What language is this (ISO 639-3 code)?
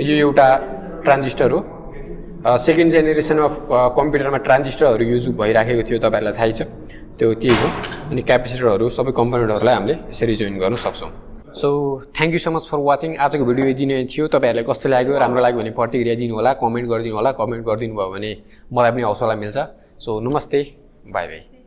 nep